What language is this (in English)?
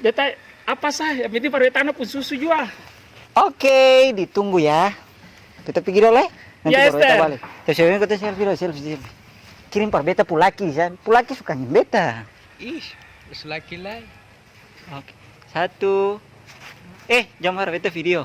Ambonese Malay